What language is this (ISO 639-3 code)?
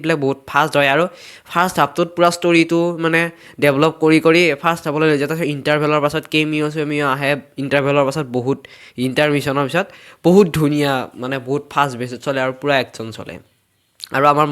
asm